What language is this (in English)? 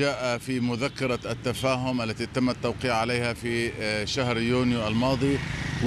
Arabic